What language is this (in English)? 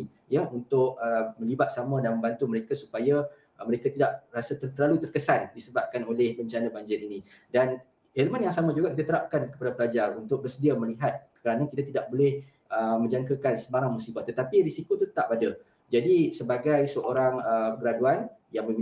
Malay